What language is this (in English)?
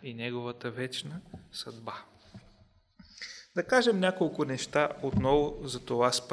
Bulgarian